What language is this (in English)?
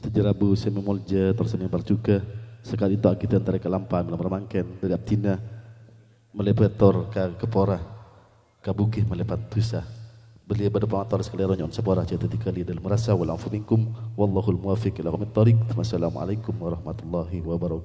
Madurese